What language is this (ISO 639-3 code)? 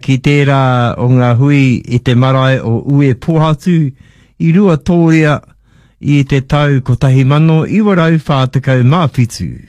mri